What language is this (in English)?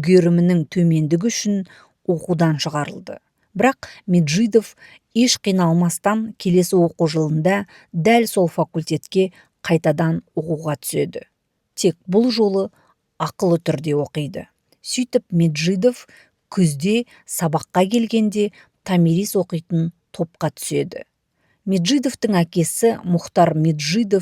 Kazakh